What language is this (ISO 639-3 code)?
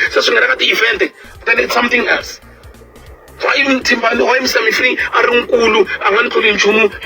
tso